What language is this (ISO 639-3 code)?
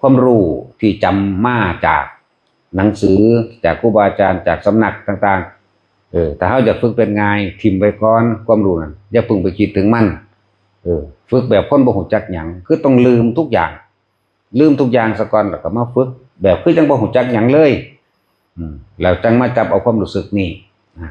tts